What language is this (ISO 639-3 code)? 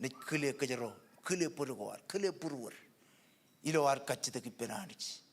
mah